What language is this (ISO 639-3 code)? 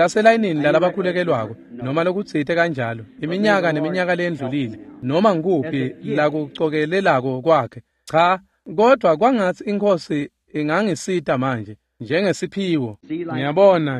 ssw